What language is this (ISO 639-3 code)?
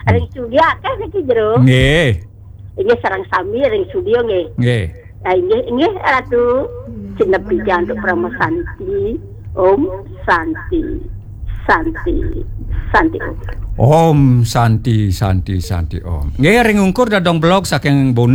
ban